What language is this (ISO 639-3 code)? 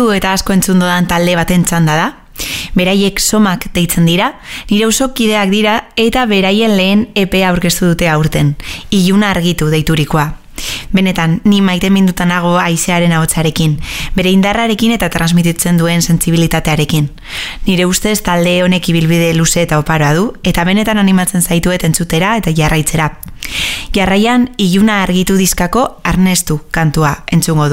eus